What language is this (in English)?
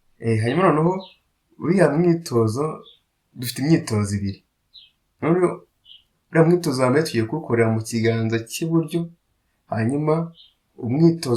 Kinyarwanda